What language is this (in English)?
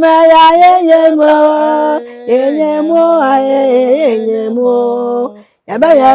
Akan